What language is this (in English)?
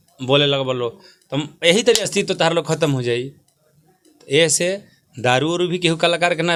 Bhojpuri